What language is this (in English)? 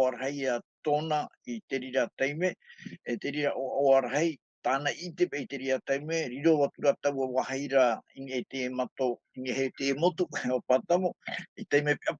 Tahitian